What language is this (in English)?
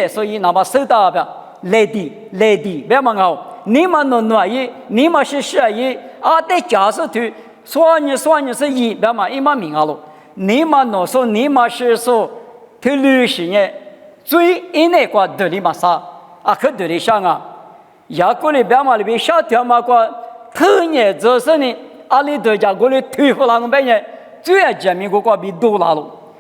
Lisu